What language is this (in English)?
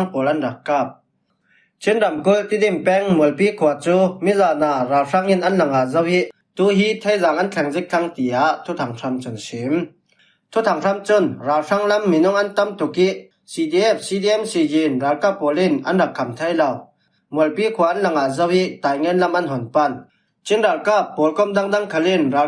Falam Chin